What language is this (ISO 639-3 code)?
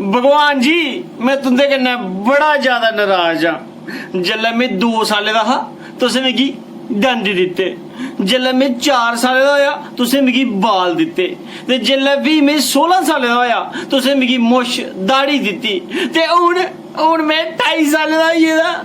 doi